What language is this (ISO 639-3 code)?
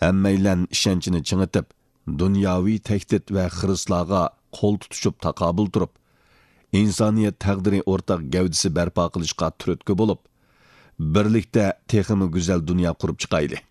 uig